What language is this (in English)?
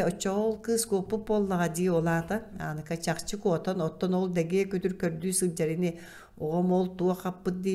Yakut